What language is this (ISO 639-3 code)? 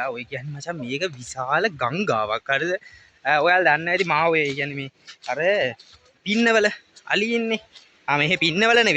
sin